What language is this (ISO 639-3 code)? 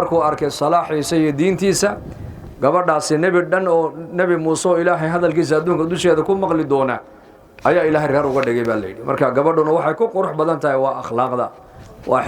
som